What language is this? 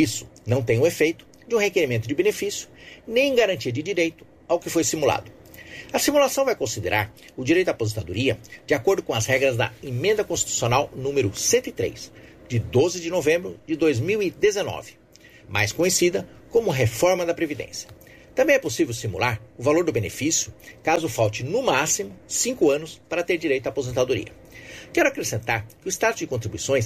Portuguese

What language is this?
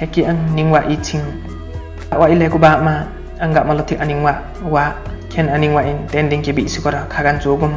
Limbu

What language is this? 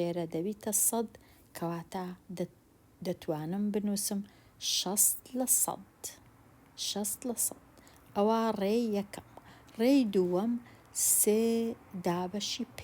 Central Kurdish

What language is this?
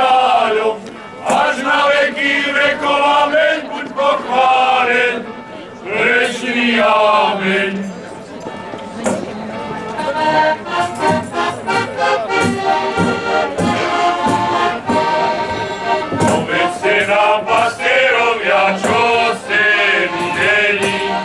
Slovak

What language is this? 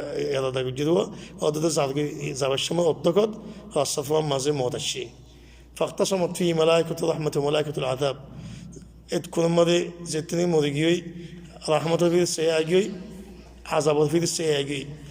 Rohingya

